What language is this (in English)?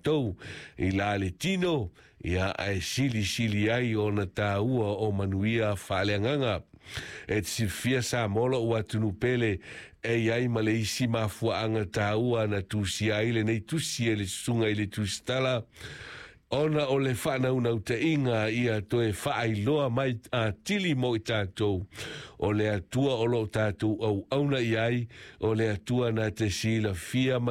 Samoan